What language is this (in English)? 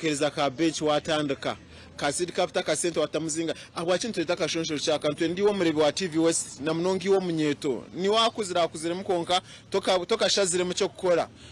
Nyankole